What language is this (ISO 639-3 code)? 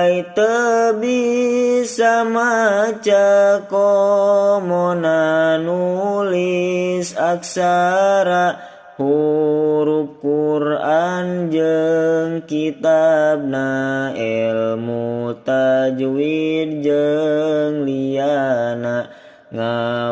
sun